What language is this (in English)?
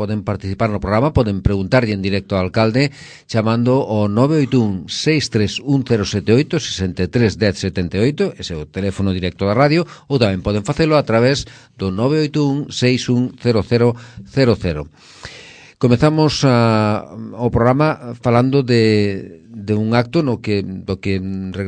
Galician